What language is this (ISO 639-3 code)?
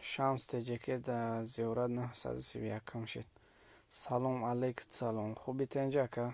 tgk